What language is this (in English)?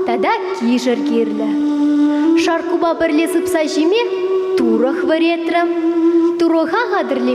Chuvash